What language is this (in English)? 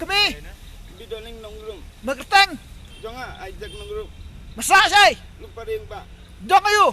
Khasi